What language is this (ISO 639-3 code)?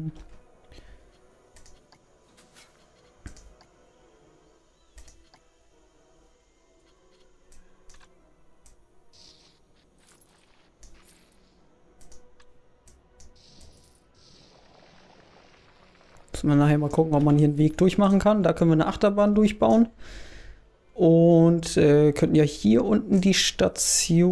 deu